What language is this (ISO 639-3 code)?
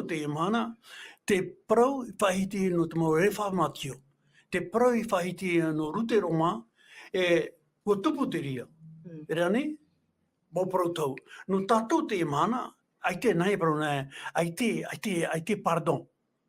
tah